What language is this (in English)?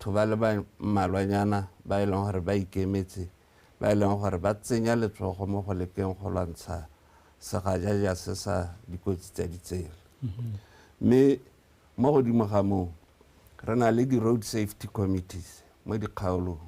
Tswana